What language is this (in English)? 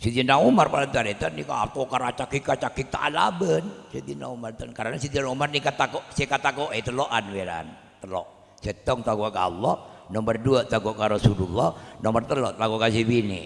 Madurese